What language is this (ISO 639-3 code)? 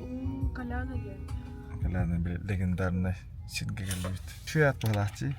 sah